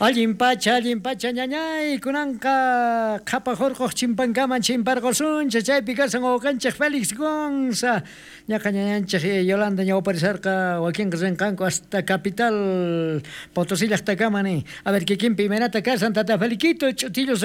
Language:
South Bolivian Quechua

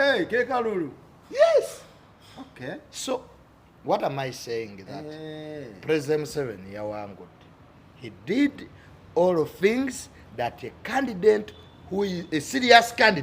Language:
Ganda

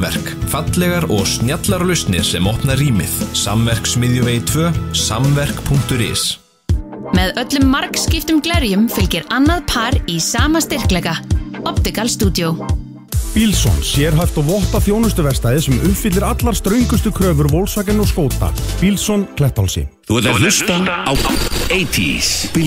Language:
Icelandic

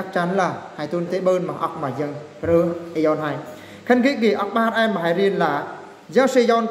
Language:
Eastern Bru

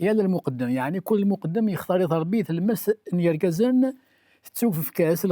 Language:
Kabyle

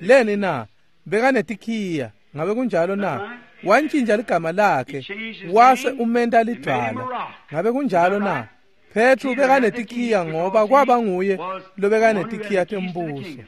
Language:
Swati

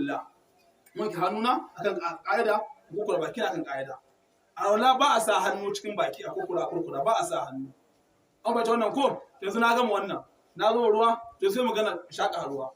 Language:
Hausa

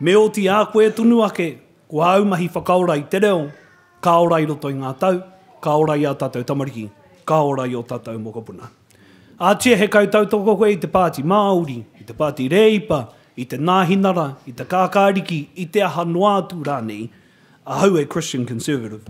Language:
Māori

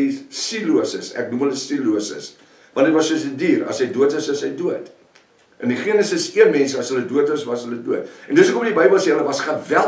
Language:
Afrikaans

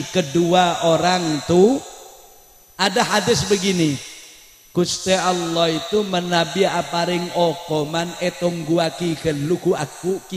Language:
Madurese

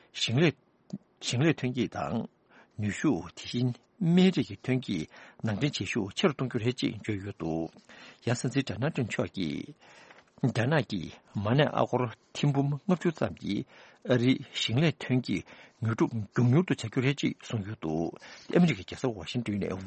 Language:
Tibetan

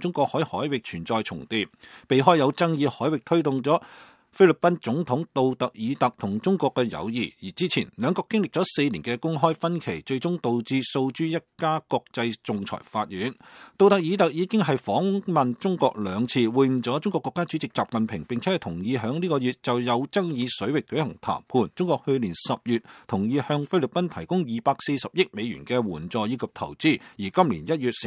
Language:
Cantonese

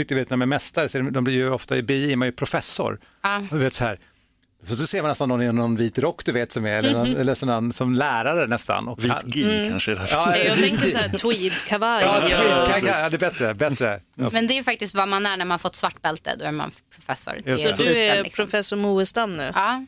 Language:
Swedish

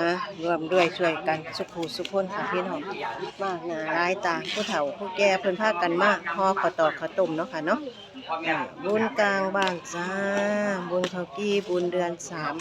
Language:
Northeastern Thai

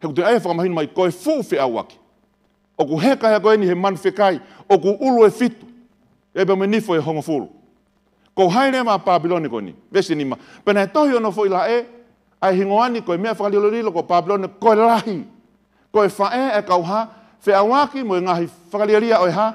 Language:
Tongan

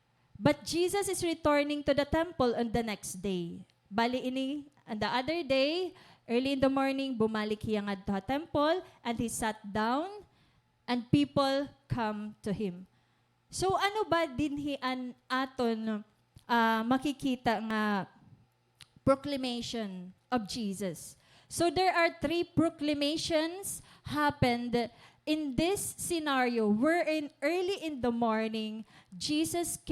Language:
Waray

